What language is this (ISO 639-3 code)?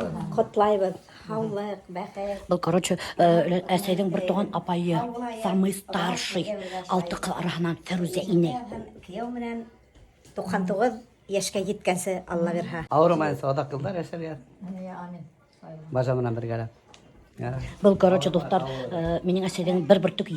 bak